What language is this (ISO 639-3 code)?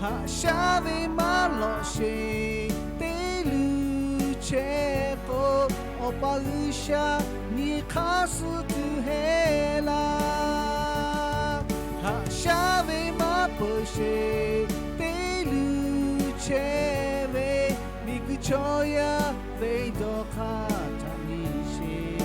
lhu